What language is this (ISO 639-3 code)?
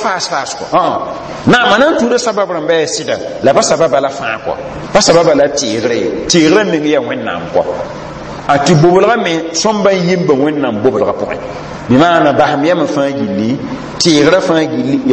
mos